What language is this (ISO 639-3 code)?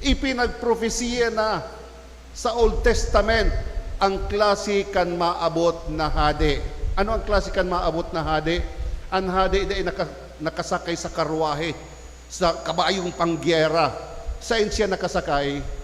bik